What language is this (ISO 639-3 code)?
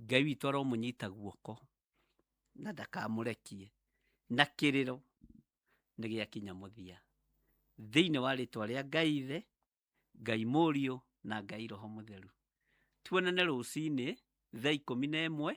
kik